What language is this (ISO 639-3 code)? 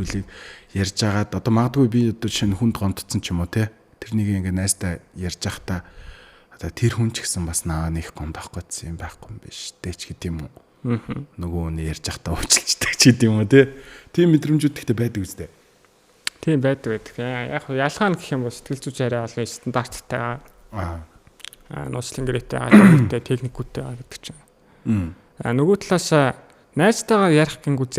mon